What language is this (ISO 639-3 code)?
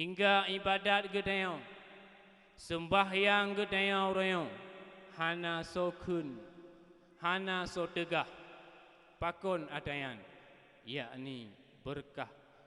ace